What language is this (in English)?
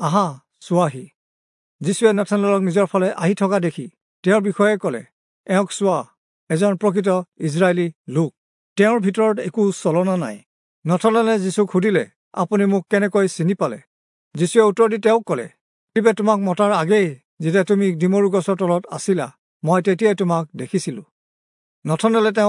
Assamese